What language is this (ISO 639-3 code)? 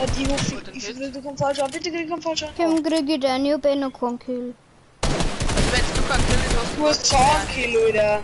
bar